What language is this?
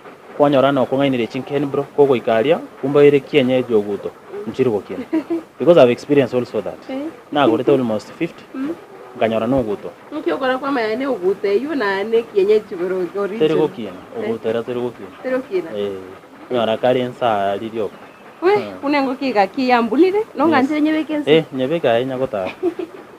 Gusii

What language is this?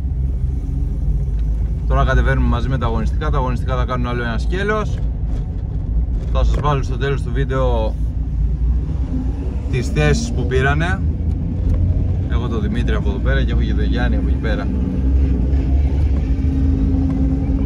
Greek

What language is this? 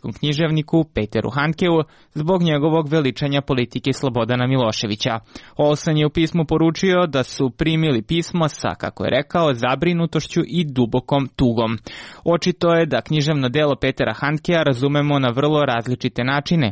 Serbian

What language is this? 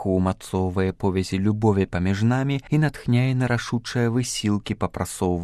Belarusian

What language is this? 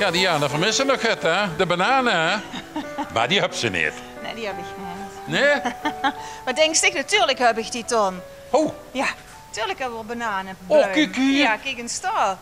Limburgish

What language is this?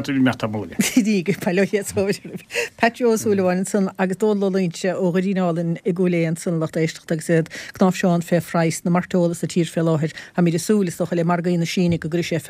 Irish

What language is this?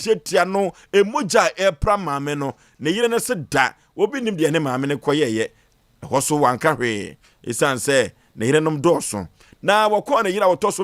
Akan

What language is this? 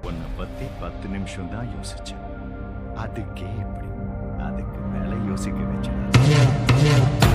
Tamil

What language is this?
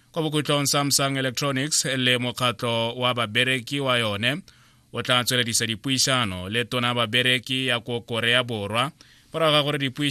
Tswana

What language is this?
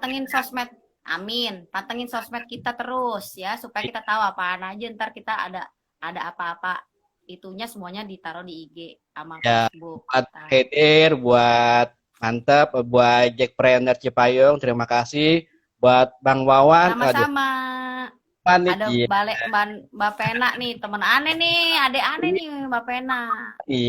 Betawi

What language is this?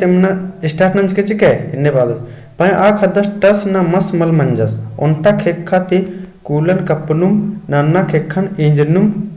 Kurukh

